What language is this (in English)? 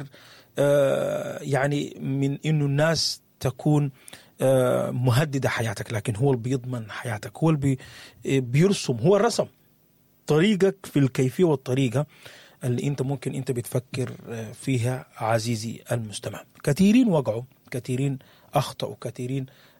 Sudanese Arabic